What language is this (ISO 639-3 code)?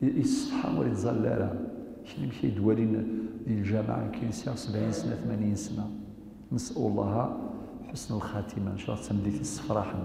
kab